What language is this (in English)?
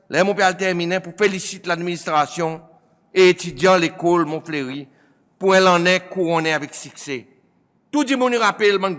Seselwa Creole French